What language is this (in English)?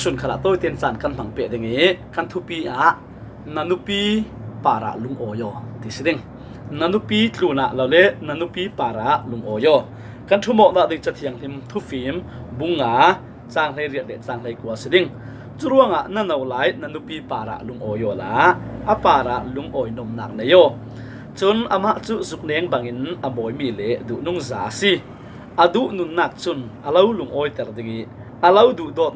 Falam Chin